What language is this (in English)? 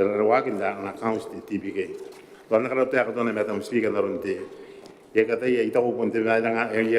Gilbertese